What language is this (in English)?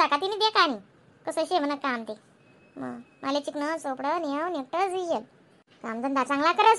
Khandesi